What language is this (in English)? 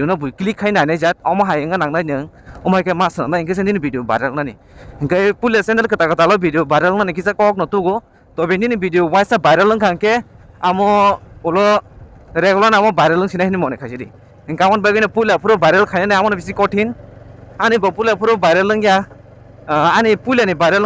Kok Borok